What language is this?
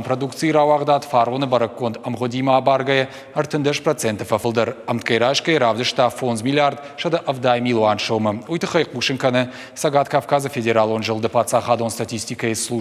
Ossetic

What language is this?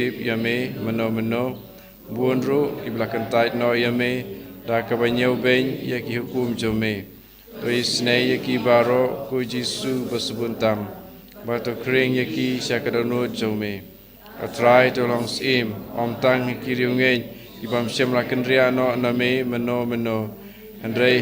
Khasi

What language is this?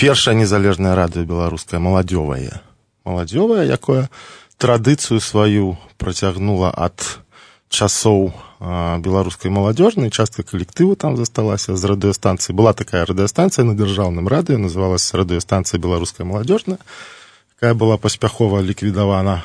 Belarusian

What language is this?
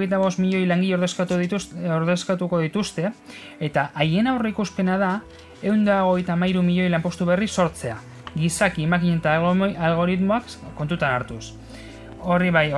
Basque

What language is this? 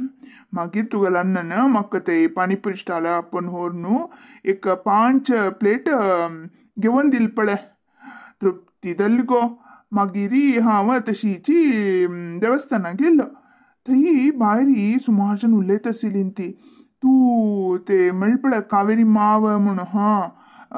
Konkani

